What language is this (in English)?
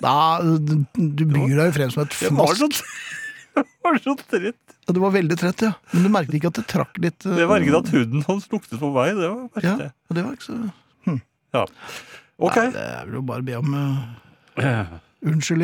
Norwegian